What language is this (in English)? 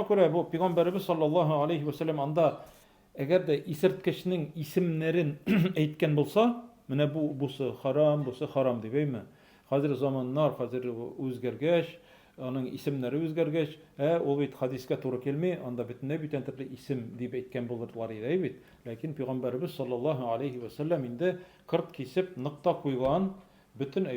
Tatar